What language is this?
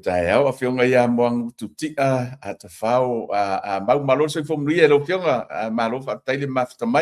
Samoan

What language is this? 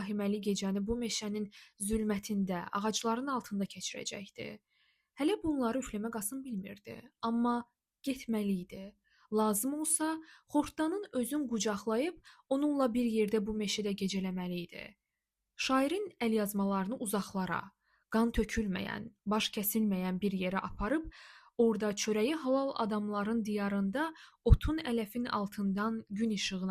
Azerbaijani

